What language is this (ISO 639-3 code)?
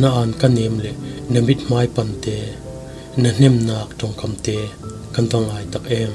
cfm